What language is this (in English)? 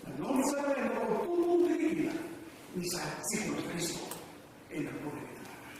Fijian